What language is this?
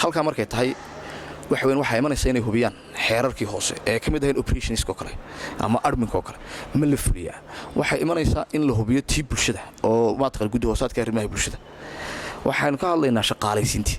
Somali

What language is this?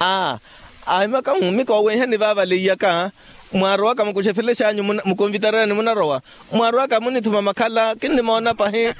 Makhuwa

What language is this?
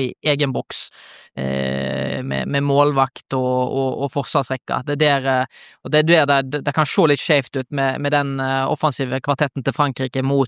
Norwegian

